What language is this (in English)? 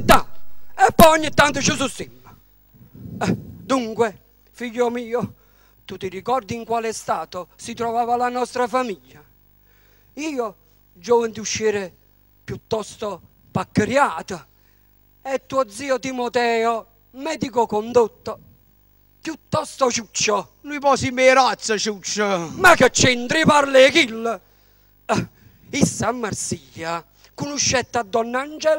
Neapolitan